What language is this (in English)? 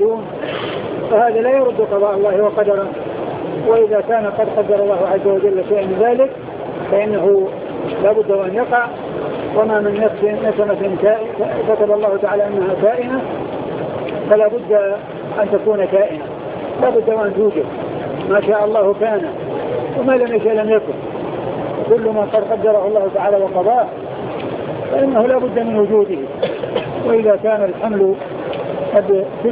Arabic